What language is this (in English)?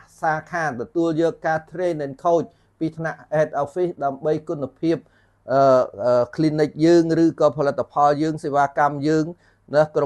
Khmer